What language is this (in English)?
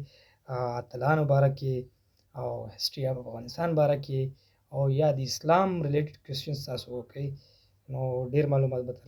Pashto